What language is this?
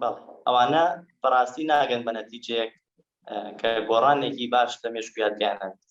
Central Kurdish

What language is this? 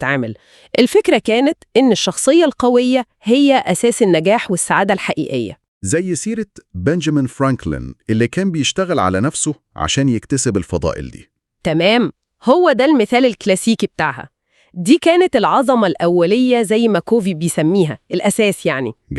Egyptian Arabic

